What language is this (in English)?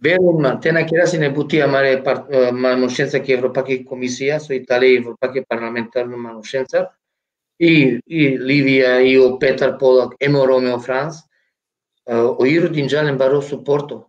Balkan Romani